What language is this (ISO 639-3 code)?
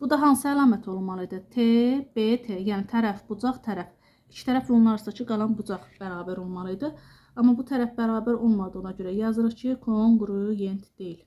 aze